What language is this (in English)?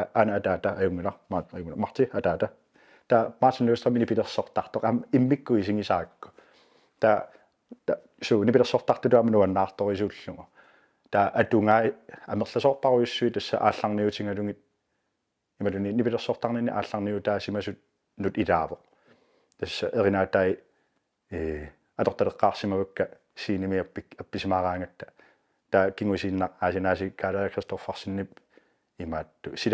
Kalaallisut